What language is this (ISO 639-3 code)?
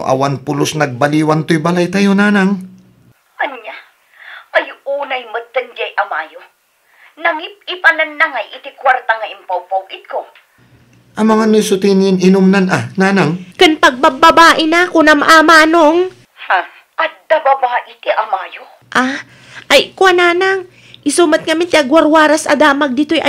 ilo